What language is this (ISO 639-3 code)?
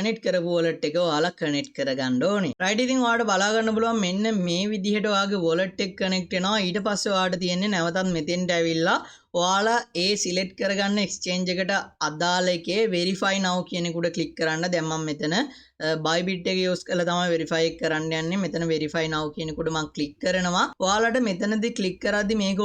sin